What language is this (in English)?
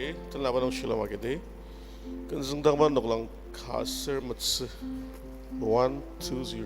Ao Naga